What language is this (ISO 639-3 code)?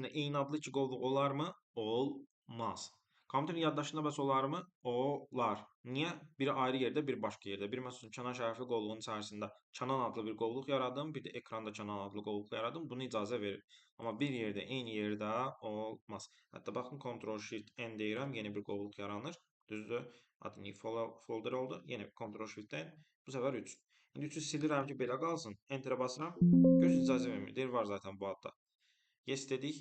aze